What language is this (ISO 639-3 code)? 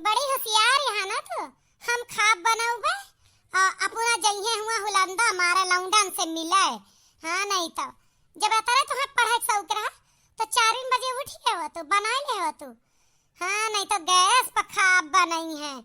awa